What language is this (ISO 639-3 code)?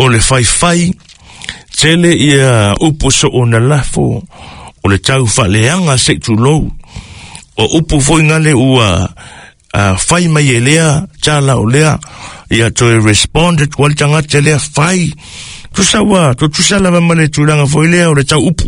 smo